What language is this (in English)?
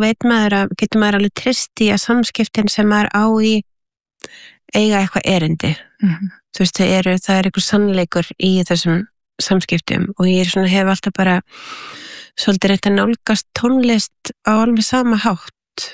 Icelandic